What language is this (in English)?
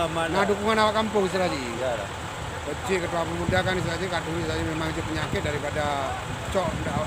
Achinese